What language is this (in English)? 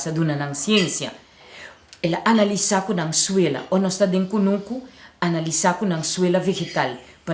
Papiamento